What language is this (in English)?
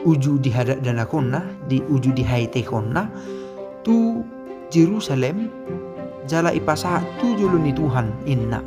Batak Toba